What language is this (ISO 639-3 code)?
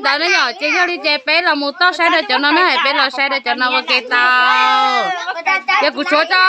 hmn